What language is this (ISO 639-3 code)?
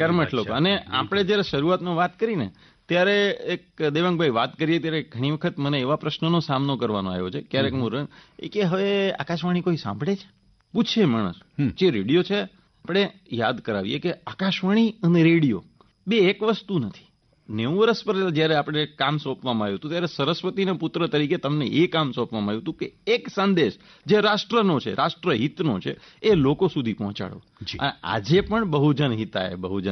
guj